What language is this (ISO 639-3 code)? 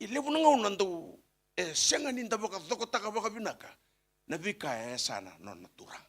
fij